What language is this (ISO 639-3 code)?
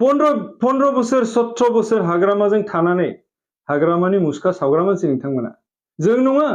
brx